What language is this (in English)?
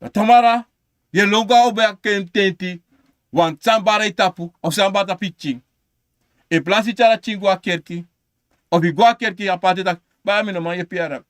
Sranan Tongo